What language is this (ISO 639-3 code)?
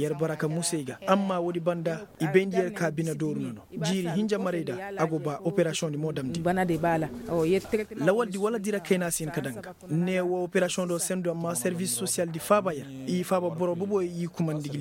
ses